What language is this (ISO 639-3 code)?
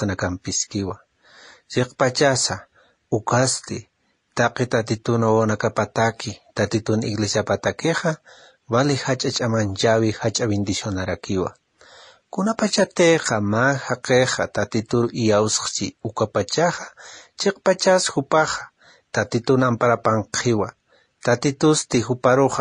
aym